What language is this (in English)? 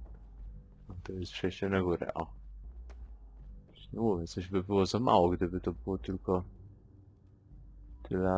Polish